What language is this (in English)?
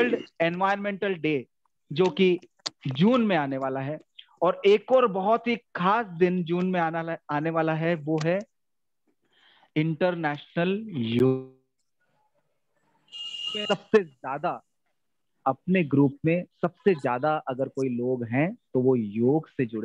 Hindi